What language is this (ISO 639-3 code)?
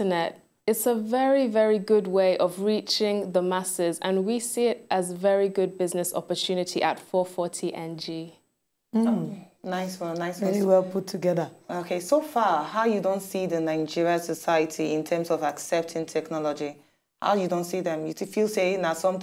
pcm